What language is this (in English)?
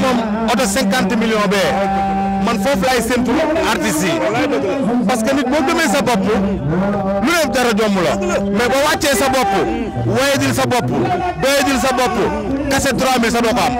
Wolof